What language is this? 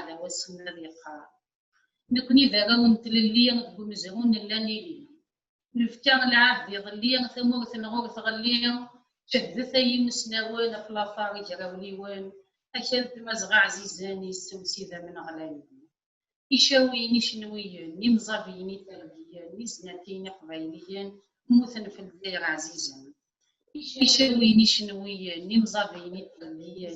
Kabyle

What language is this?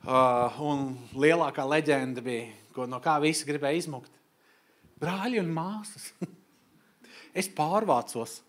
Latvian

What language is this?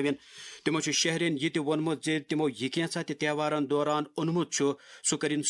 Kashmiri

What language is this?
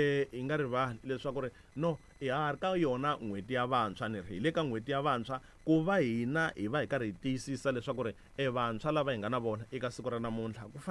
Tsonga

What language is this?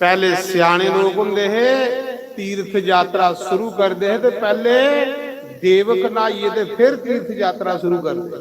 Dogri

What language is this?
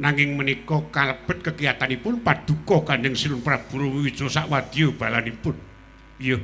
Javanese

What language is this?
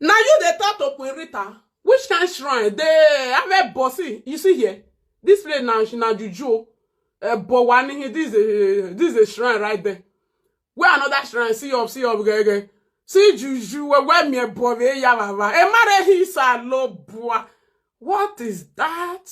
Nigerian Pidgin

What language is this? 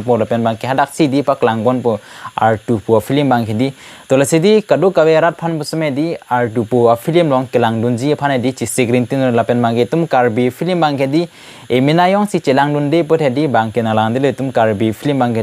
Karbi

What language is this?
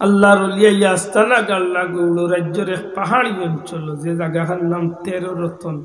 Sylheti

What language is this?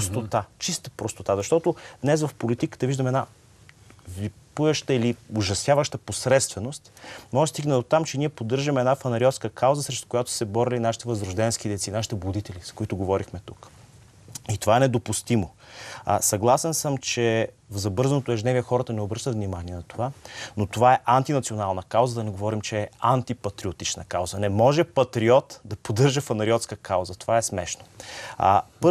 Bulgarian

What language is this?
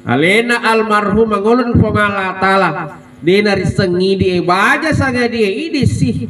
Buginese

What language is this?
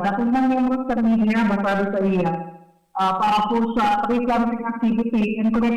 Bikol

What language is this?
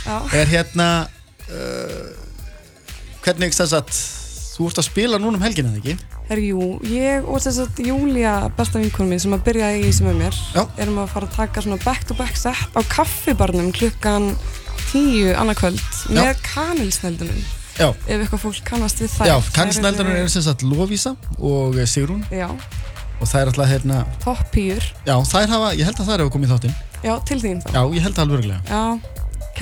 Icelandic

